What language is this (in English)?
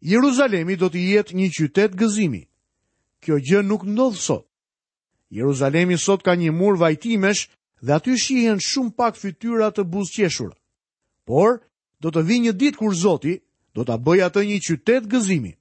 Albanian